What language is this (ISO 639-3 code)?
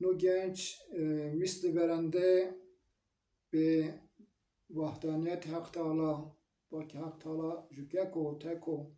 zza